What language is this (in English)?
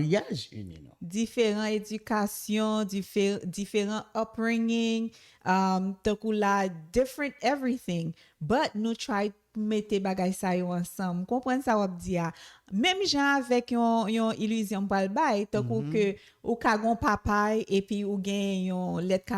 Haitian Creole